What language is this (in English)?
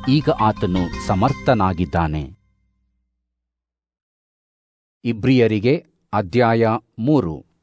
Kannada